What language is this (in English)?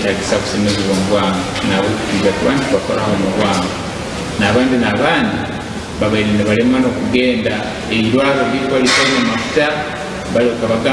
Nyankole